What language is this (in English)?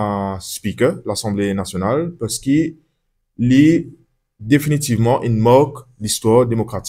Morisyen